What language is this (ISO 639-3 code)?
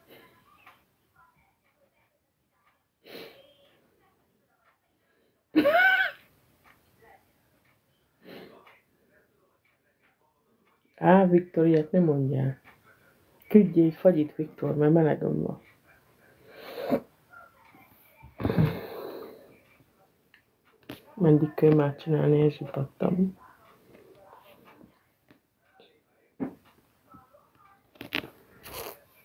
hun